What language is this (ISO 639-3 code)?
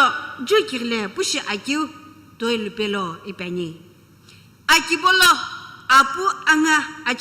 nsm